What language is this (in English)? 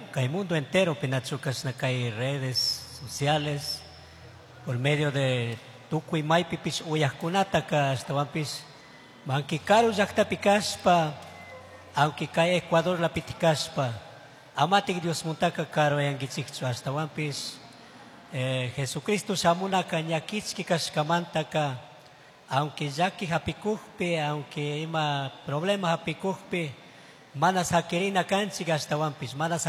Chimborazo Highland Quichua